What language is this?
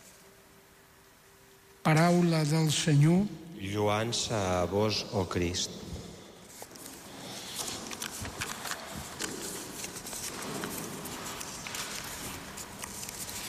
Catalan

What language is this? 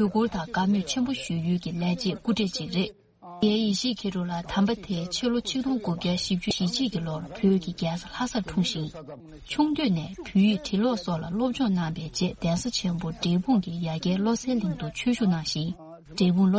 Tibetan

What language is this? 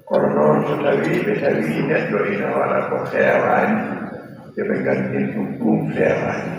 Fula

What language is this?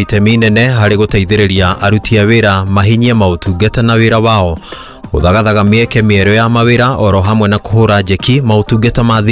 Kikuyu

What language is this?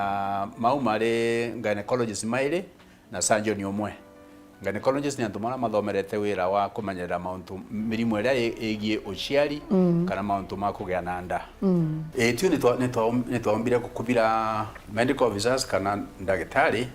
Meru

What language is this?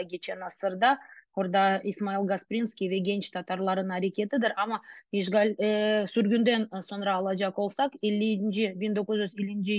Crimean Tatar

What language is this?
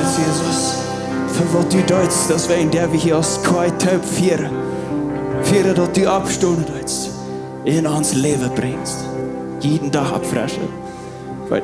Plautdietsch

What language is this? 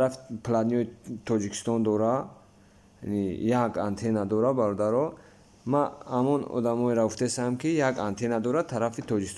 Tajik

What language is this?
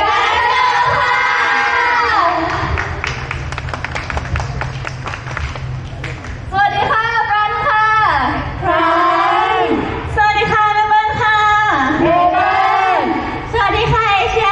Thai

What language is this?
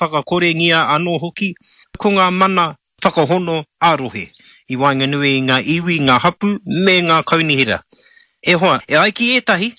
Māori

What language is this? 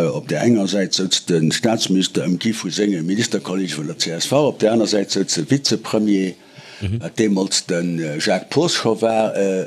Luxembourgish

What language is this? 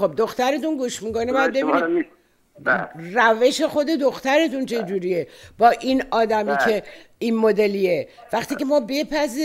Persian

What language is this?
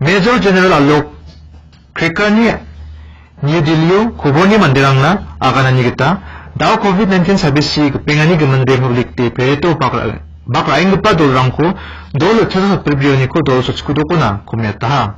Garo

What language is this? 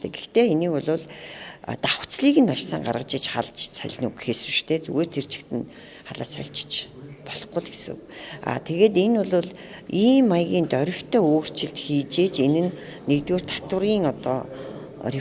Mongolian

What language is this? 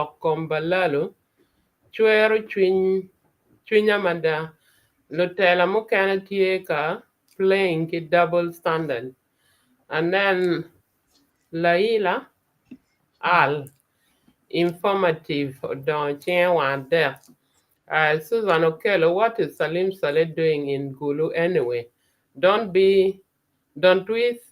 Acoli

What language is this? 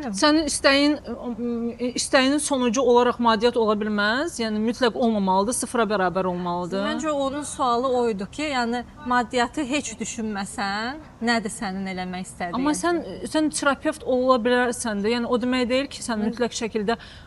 Azerbaijani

